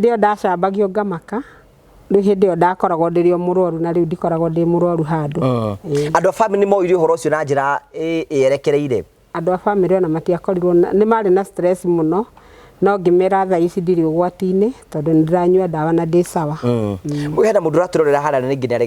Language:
Kikuyu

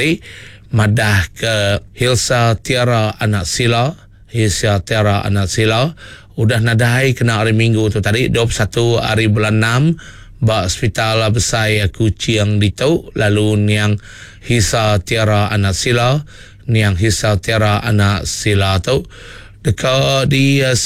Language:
Iban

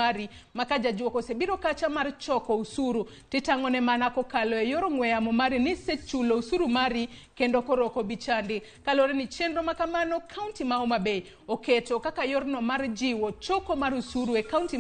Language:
Luo (Kenya and Tanzania)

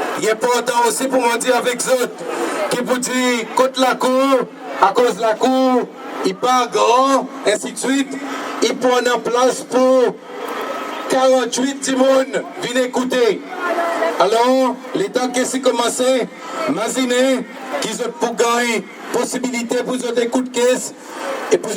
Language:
Seselwa Creole French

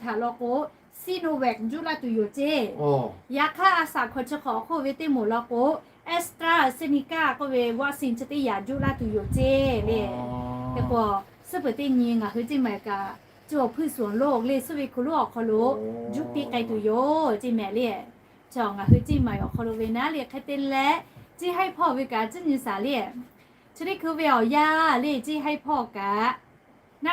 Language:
Lahu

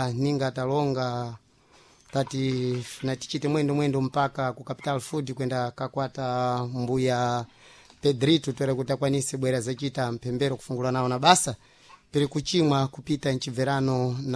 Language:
Sena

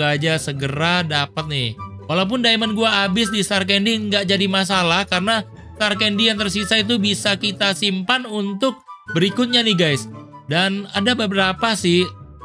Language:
Indonesian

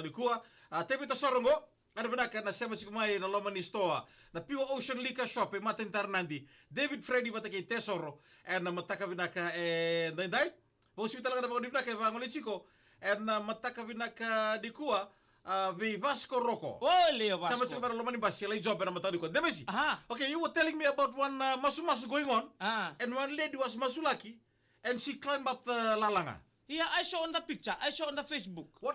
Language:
Fijian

